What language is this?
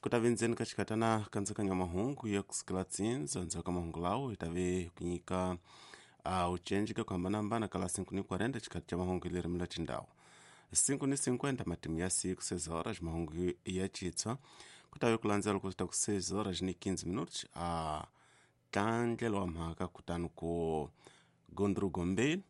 Tsonga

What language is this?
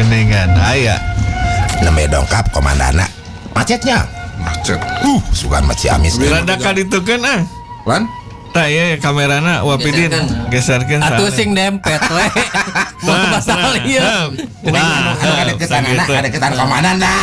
Sundanese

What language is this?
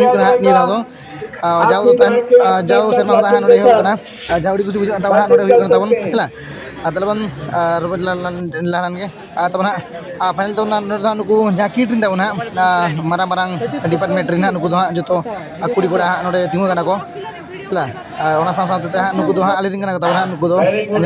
Santali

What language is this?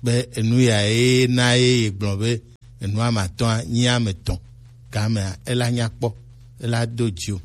Gen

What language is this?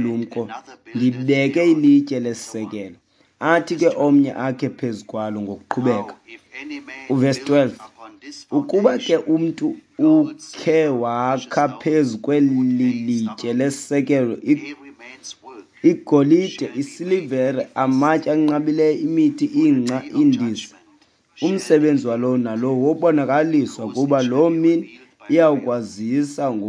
Xhosa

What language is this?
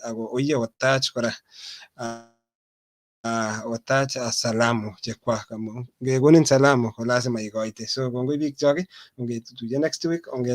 Kalenjin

